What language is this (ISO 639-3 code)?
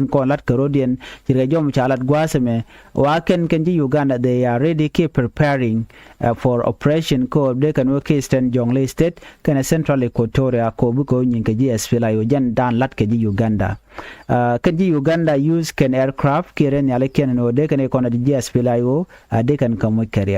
nus